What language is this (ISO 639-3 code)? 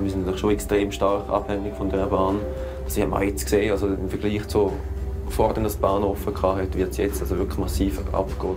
gsw